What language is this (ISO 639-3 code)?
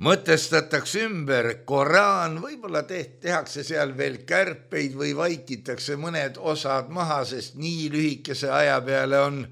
est